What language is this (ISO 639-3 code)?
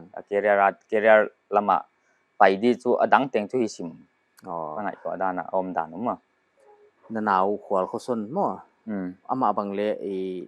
pck